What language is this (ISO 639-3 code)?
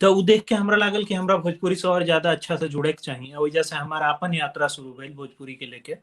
bho